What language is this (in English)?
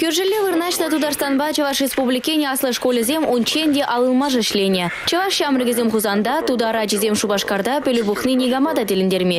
Chuvash